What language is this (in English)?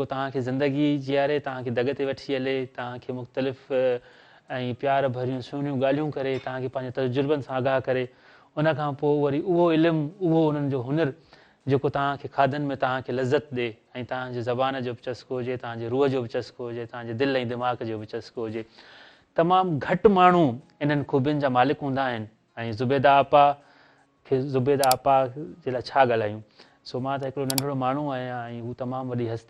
Sindhi